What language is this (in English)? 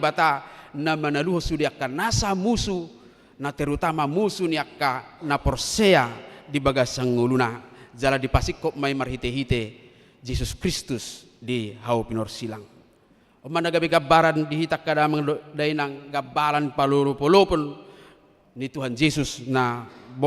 Batak Toba